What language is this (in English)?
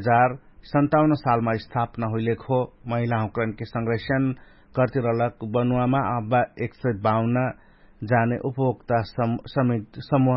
Dangaura Tharu